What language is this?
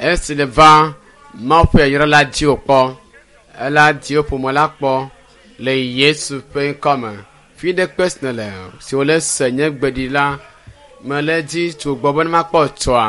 Ewe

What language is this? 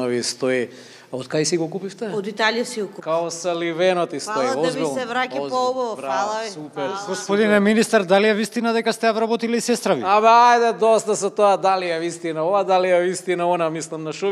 Macedonian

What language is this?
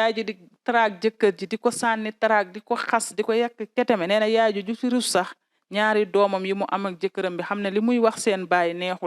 Wolof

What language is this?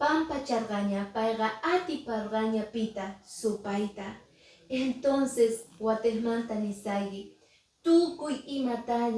Quechua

